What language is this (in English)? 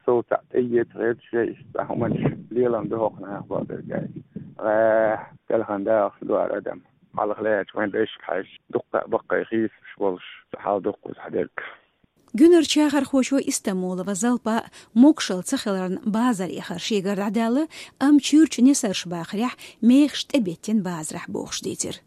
Chechen